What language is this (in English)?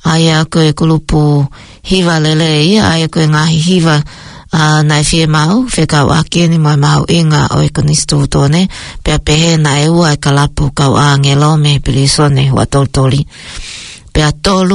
Tongan